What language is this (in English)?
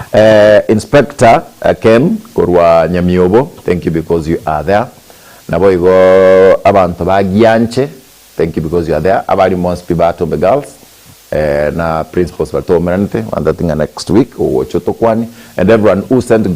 Gusii